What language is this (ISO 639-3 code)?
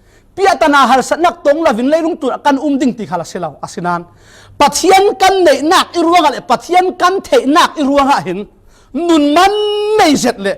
cfm